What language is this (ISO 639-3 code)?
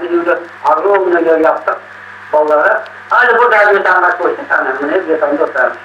crh